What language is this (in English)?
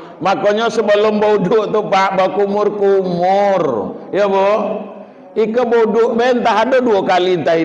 Minangkabau